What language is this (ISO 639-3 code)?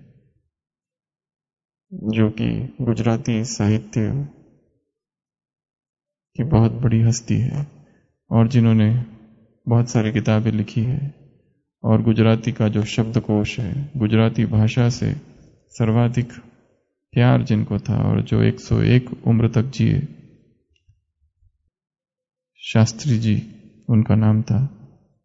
hin